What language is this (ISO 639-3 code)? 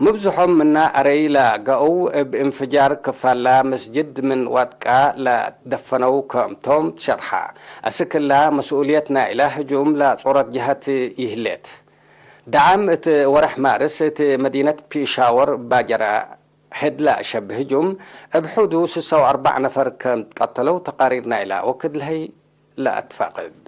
tig